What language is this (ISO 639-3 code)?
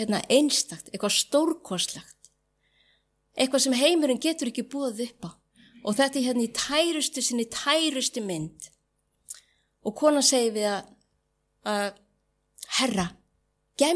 isl